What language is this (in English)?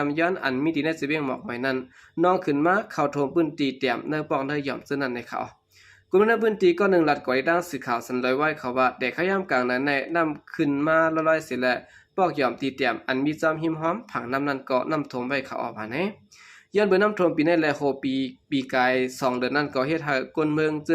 Shan